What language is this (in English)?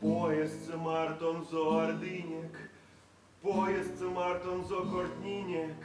Erzya